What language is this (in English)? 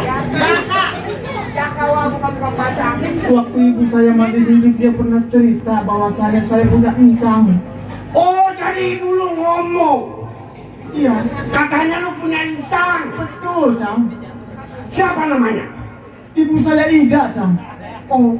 Betawi